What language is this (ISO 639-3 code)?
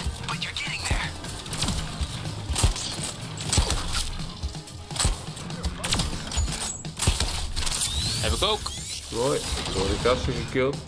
nld